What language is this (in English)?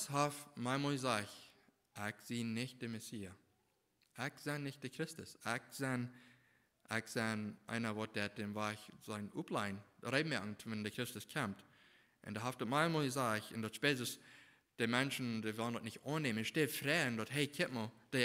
Plautdietsch